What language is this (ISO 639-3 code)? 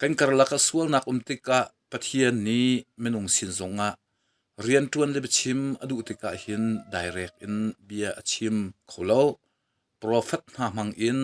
cnh